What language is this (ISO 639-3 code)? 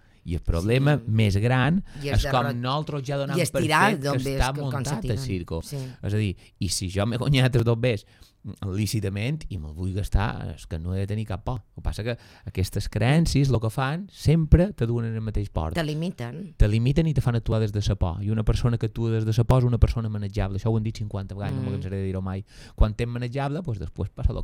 cat